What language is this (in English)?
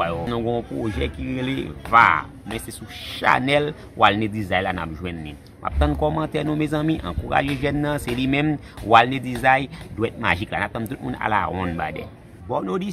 Haitian Creole